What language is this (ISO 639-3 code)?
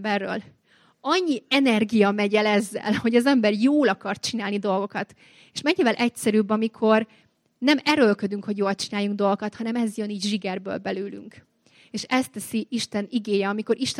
hun